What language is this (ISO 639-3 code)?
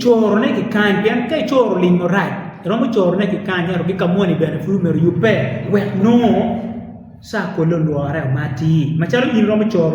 ach